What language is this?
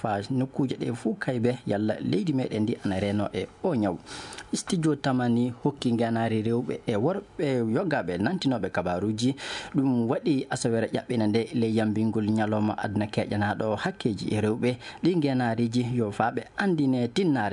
Fula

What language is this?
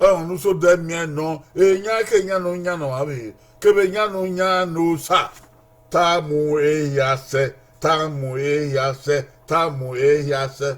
Bini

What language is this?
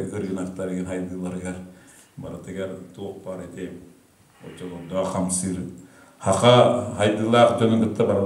Yakut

